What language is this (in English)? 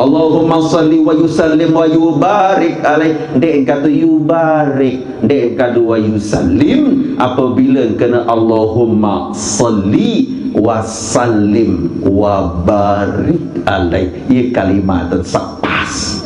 Sasak